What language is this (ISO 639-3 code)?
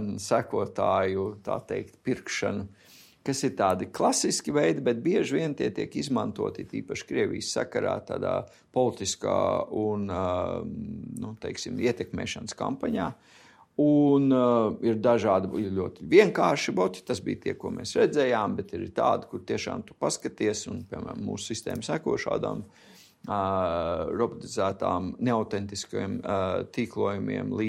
lav